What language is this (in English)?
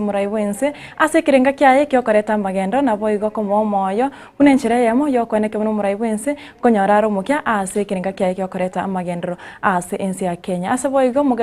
Gusii